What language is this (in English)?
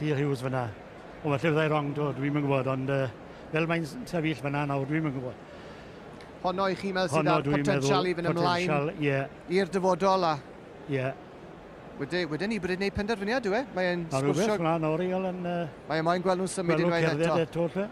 Welsh